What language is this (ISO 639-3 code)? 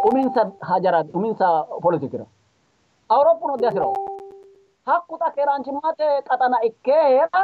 sid